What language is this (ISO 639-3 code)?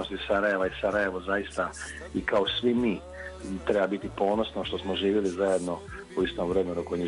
bos